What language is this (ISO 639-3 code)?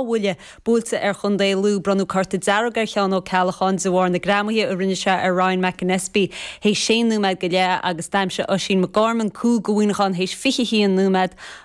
gle